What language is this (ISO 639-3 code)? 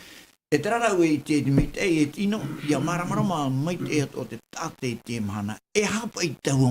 tah